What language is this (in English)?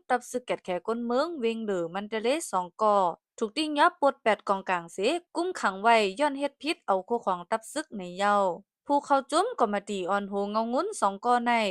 Shan